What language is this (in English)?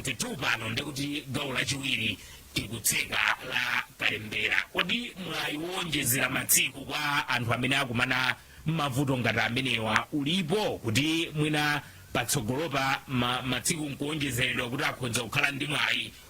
Nyanja